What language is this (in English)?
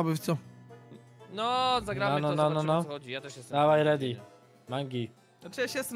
Polish